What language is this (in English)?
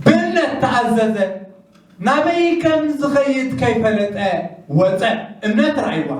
Tigrinya